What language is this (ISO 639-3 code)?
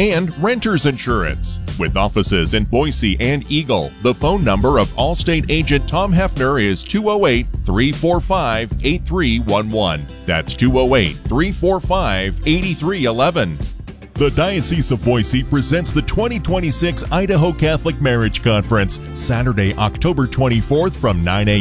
eng